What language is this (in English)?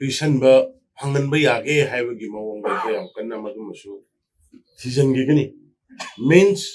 Manipuri